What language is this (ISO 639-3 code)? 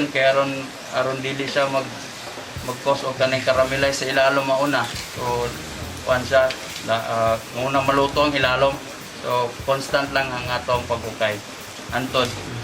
ceb